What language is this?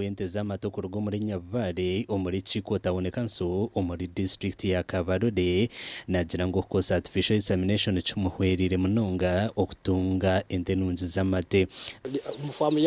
Nyankole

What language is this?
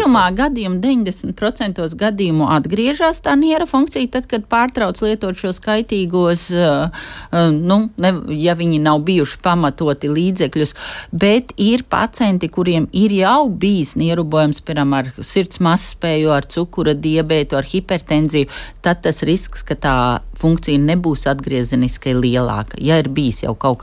Latvian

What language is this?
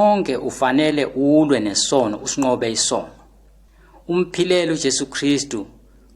Zulu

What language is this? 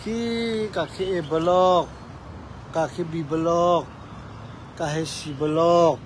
Hakha Chin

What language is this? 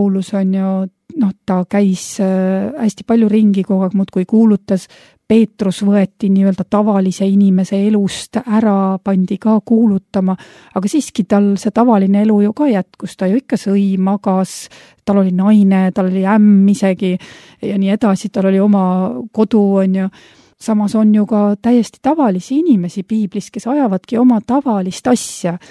Estonian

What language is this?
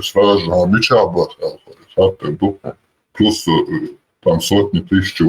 Chechen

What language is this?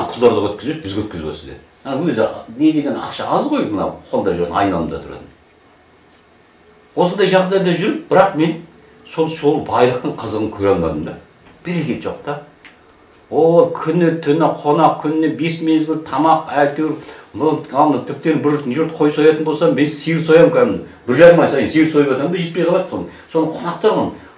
Kazakh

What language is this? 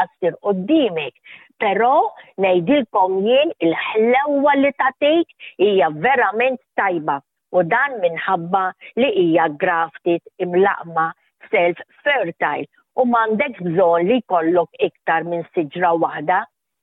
Maltese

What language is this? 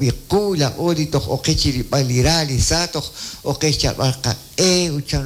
Kekchí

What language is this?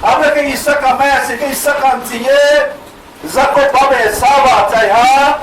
Riang (India)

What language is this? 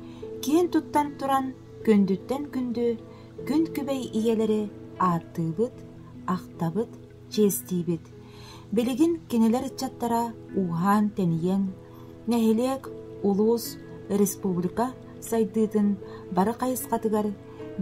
Yakut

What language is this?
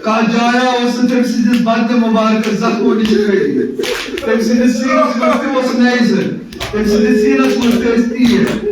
Kashmiri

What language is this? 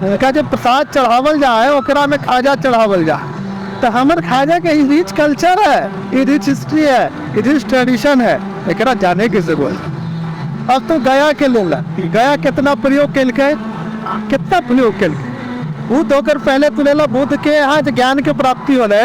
Magahi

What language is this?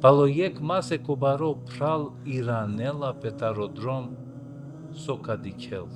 Balkan Romani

